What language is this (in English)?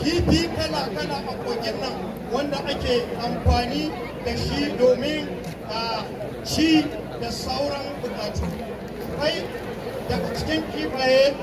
Hausa